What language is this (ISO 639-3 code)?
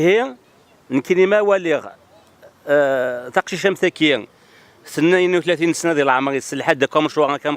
kab